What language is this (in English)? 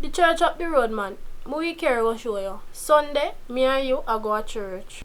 Jamaican Creole English